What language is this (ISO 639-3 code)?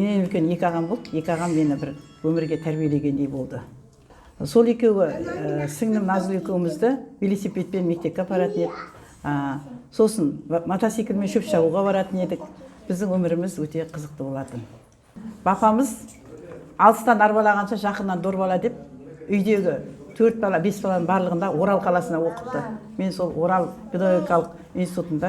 kaz